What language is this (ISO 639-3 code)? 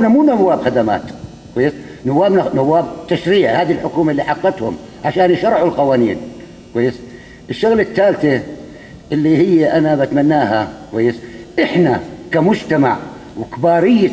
apc